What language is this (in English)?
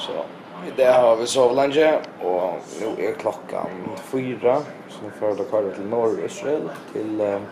Faroese